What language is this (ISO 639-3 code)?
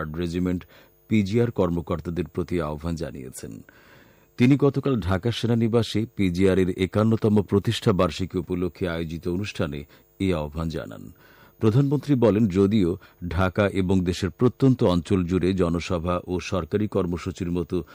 ben